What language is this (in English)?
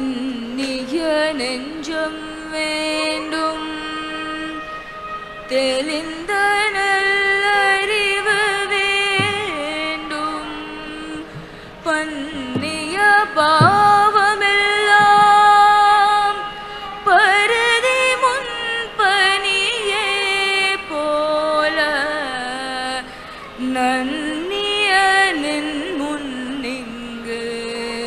Tamil